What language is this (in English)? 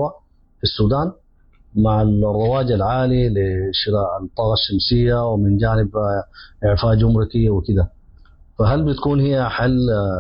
Sudanese Arabic